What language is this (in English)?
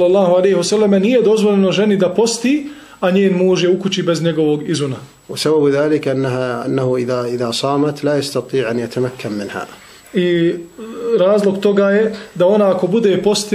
Bosnian